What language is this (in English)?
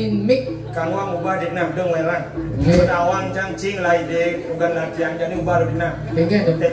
Balinese